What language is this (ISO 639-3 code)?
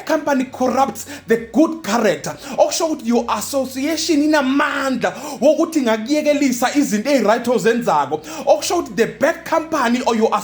zul